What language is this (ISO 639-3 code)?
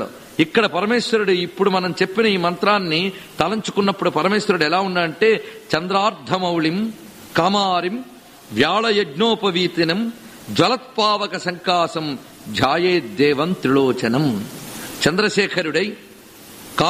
tel